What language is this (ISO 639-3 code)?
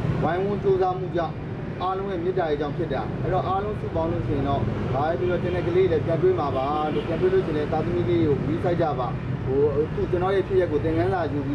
mya